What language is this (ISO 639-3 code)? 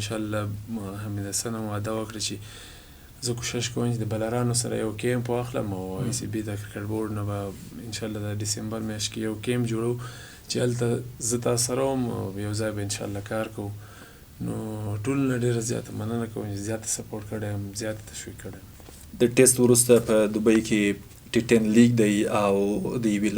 pus